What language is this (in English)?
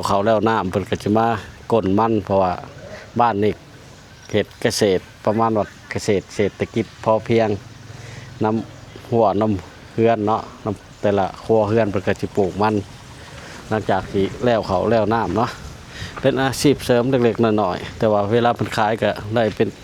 Lao